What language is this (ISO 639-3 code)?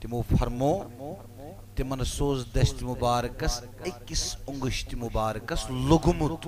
kas